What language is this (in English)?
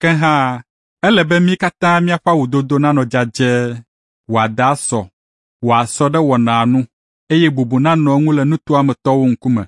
Ewe